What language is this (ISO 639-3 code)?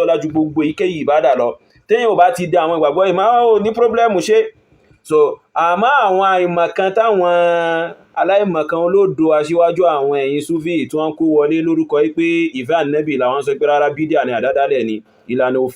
yor